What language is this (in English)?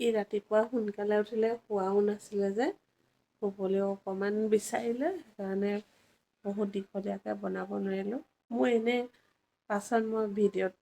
Assamese